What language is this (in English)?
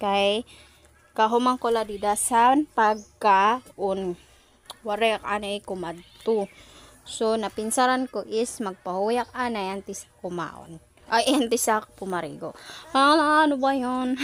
Waray